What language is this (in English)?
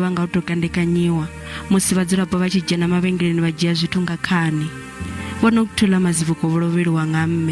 Venda